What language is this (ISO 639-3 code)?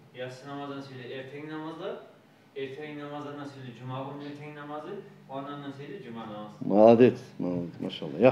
kum